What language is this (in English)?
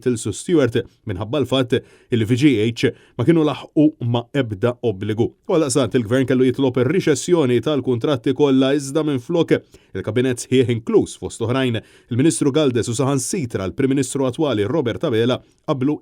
Maltese